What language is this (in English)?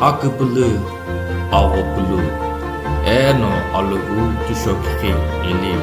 Sumi Naga